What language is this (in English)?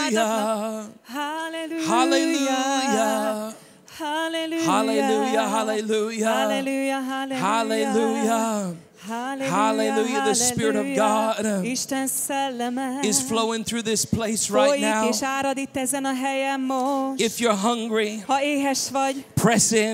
Hungarian